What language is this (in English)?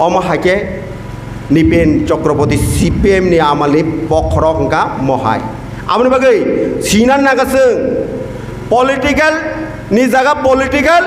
Kok Borok